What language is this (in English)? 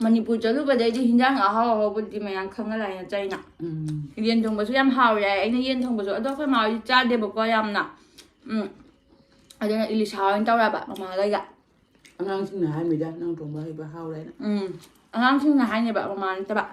Manipuri